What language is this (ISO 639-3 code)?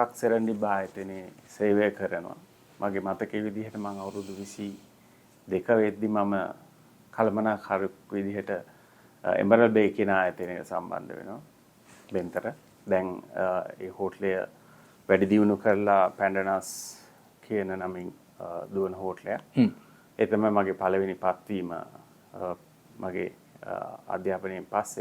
sin